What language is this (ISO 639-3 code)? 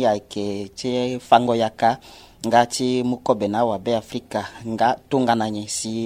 sag